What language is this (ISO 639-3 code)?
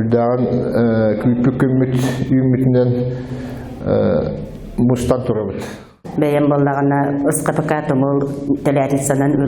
sah